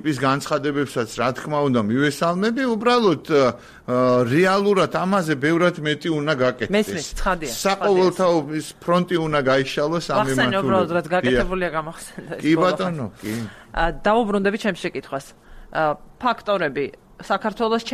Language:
Georgian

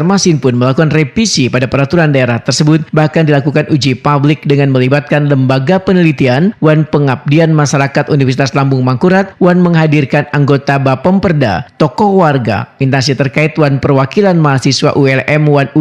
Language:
Banjar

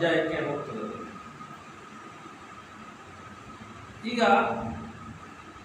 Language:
Kannada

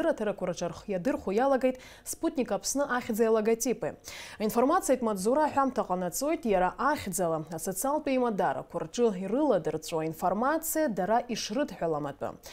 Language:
Abkhazian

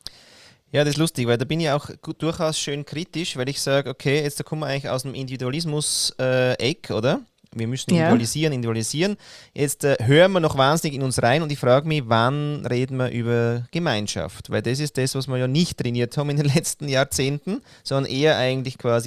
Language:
German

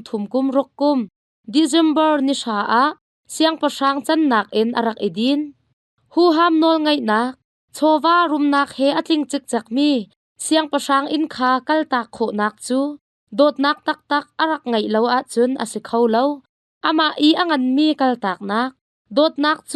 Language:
Hakha Chin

